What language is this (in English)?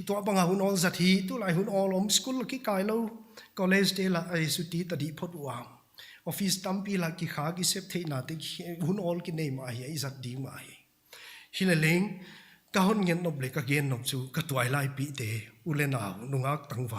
Paite Chin